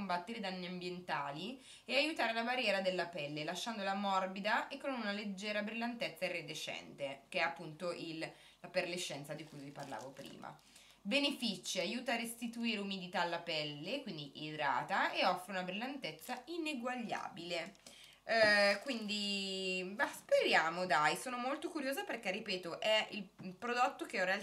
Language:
Italian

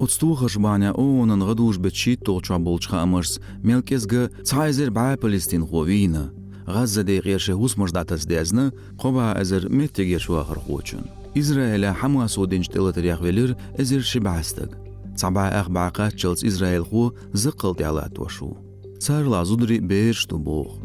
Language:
Chechen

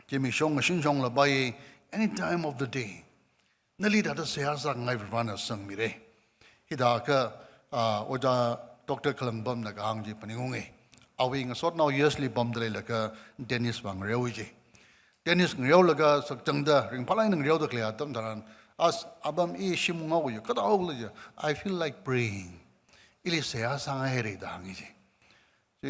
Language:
Tangkhul Naga (India)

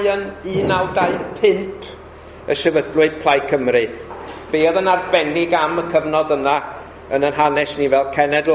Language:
Welsh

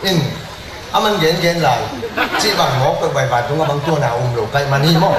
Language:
Tedim Chin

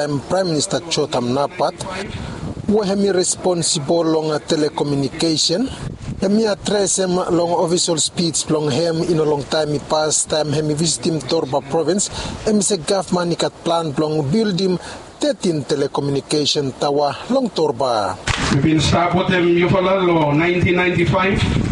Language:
Bislama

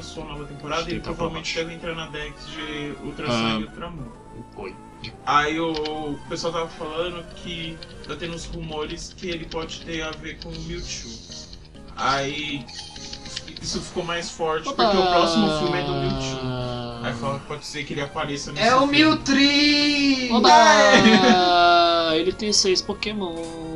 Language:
Portuguese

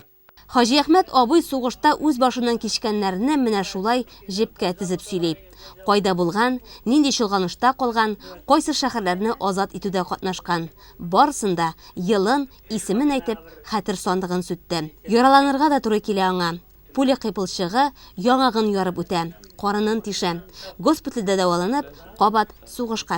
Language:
Tatar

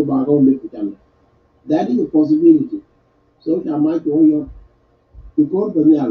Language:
Nuer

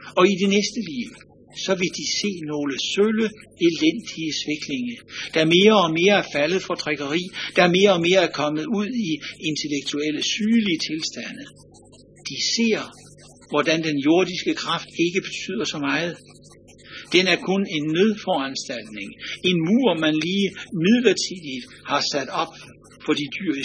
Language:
Danish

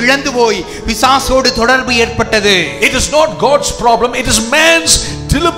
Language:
Tamil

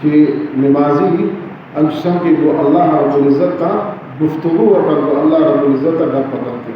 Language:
Baluchi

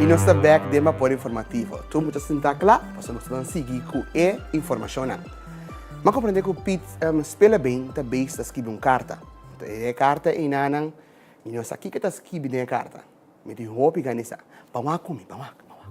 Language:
Papiamento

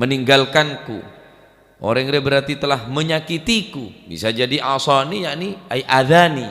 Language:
Madurese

